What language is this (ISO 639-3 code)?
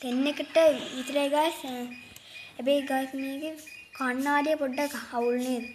sin